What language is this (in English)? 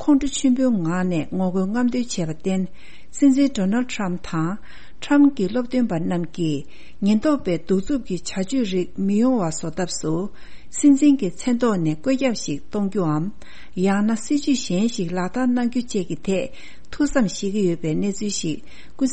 Tibetan